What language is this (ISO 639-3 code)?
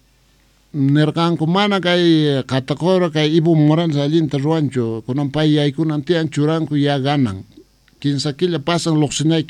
que